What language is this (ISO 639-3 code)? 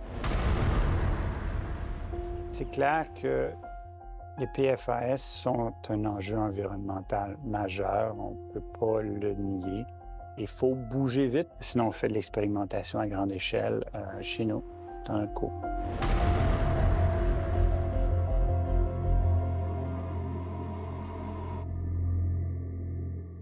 fra